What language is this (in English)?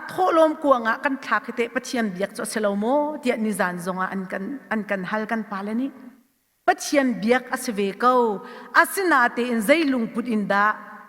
Hakha Chin